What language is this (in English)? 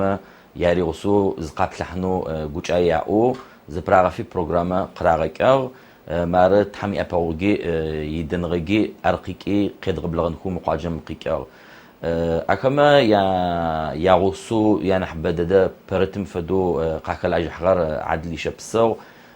Adyghe